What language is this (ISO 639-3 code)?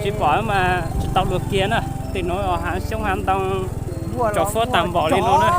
hmn